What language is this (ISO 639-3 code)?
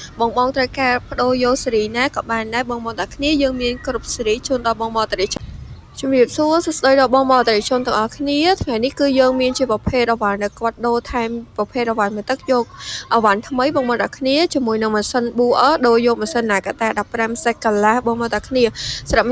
khm